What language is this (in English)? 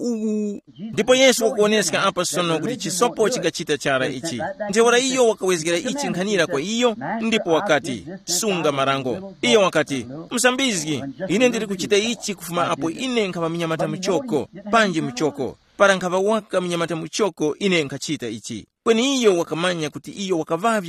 Tumbuka